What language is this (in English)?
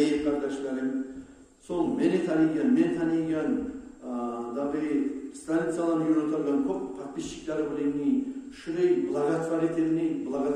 Kumyk